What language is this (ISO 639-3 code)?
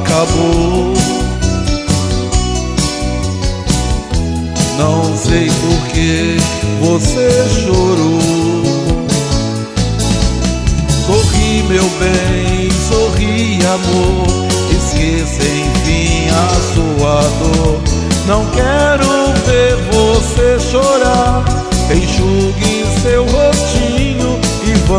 por